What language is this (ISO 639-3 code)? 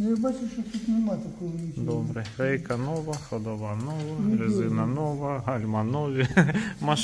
ukr